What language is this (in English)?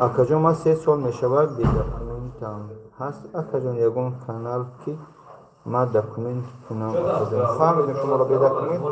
Tajik